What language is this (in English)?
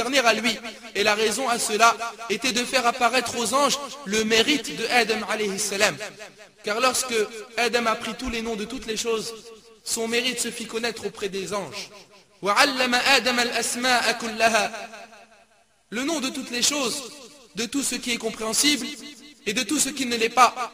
French